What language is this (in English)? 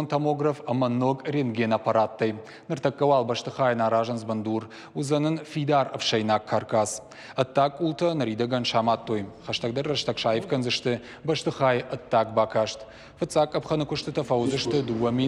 Ossetic